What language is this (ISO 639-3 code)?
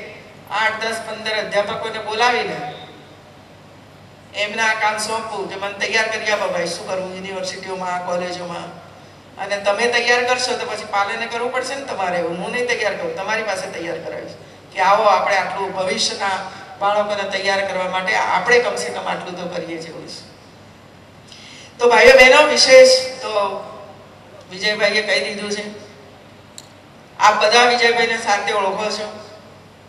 guj